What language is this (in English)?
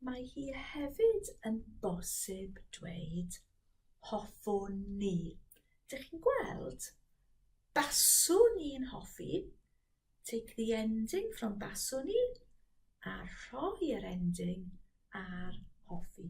Welsh